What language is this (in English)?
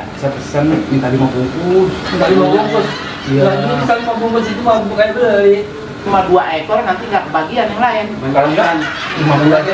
Betawi